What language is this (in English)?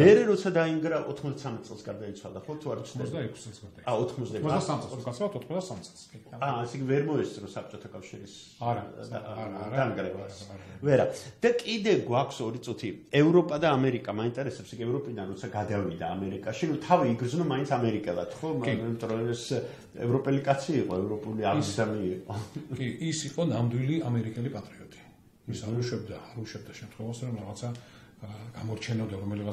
Georgian